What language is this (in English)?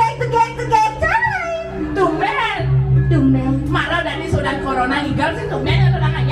Balinese